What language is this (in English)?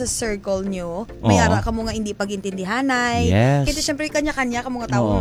Hiligaynon